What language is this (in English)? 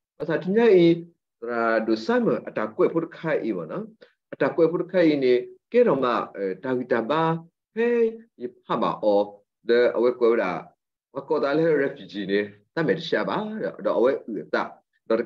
S'gaw Karen